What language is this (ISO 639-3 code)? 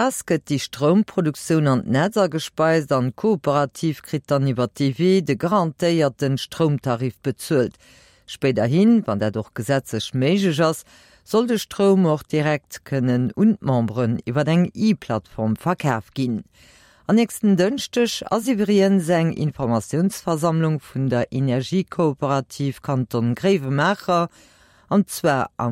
ltz